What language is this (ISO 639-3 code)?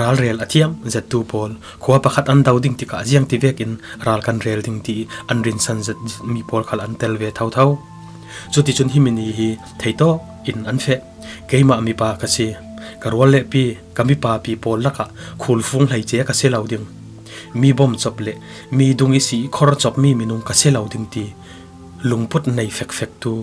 cfm